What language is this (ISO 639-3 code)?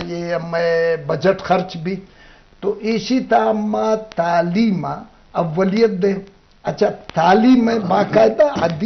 bgp